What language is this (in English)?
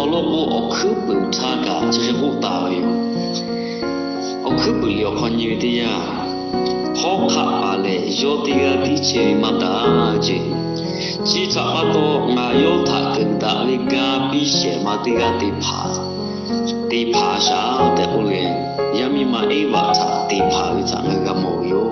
Lahu